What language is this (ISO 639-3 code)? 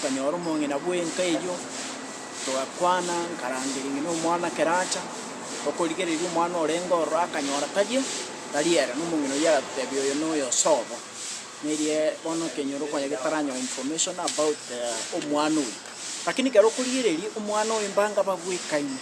guz